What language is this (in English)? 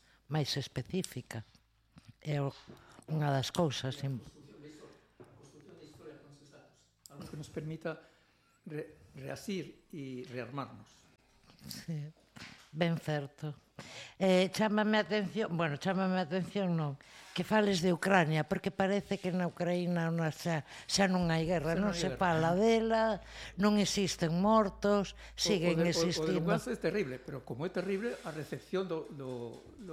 Galician